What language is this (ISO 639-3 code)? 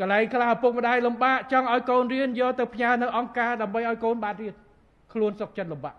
khm